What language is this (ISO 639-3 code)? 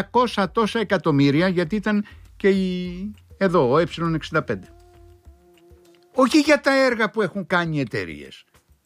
ell